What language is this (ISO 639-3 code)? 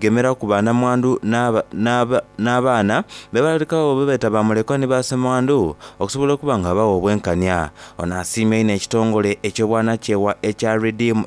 xog